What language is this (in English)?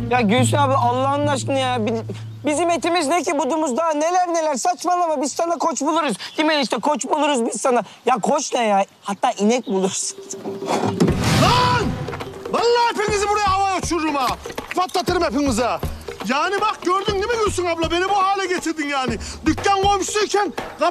Turkish